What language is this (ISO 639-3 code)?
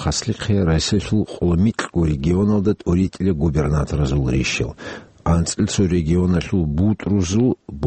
ava